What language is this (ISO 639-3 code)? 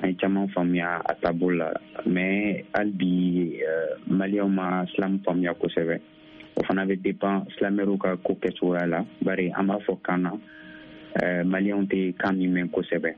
bam